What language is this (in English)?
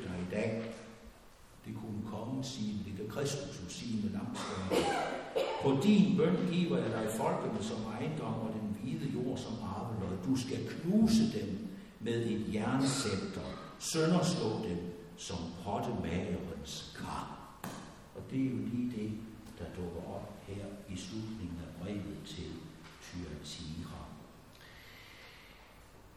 Danish